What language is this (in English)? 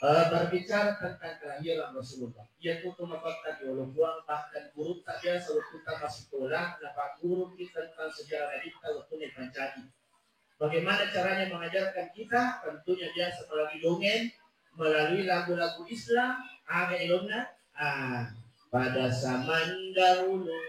Buginese